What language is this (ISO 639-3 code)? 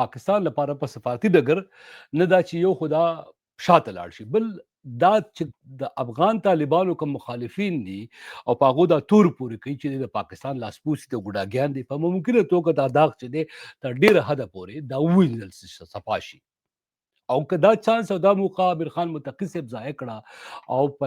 pus